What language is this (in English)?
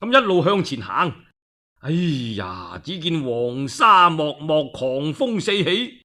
Cantonese